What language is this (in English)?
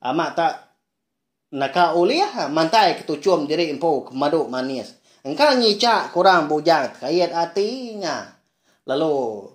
Iban